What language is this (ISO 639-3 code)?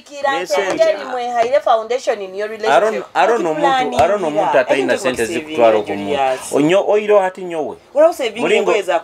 nyo